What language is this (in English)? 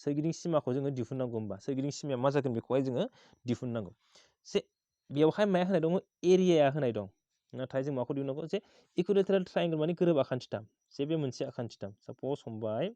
Bodo